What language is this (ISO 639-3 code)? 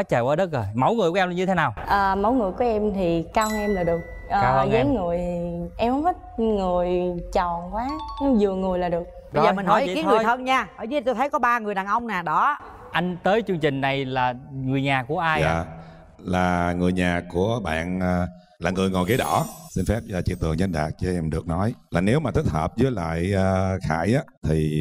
vie